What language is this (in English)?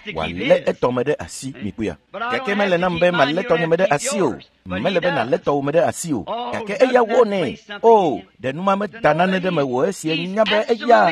Ewe